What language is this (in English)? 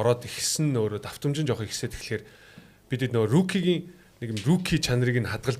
Mongolian